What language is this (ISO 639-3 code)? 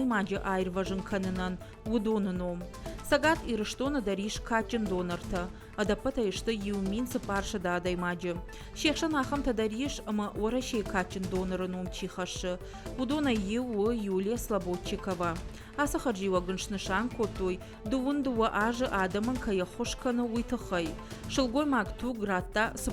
oss